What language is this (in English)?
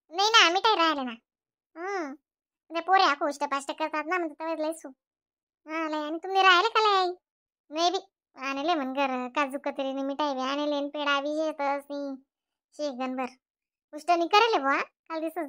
Khandesi